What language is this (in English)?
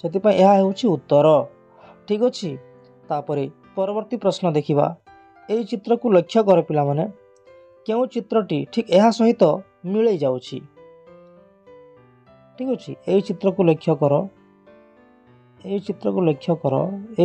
Odia